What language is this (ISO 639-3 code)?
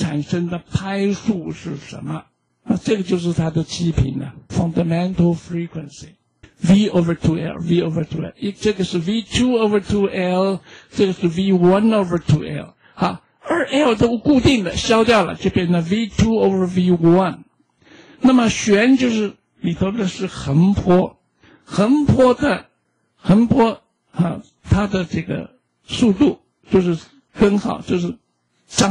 zho